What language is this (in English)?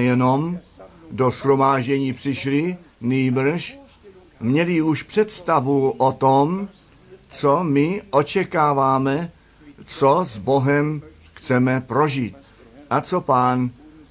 Czech